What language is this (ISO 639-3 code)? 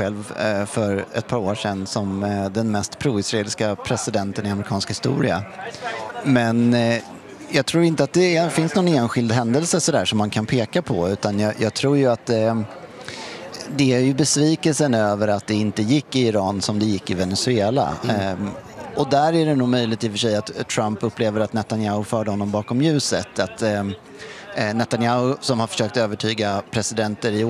swe